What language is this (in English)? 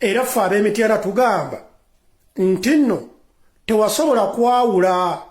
Ganda